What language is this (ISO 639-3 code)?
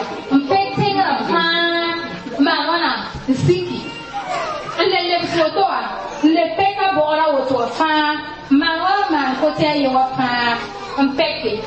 mos